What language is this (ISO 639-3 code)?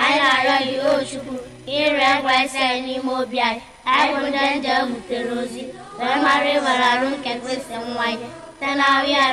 ibo